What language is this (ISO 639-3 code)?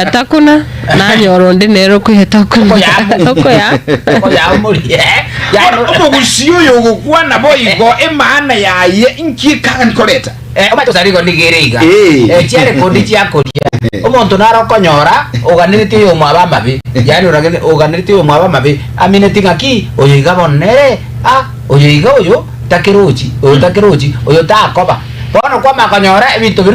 guz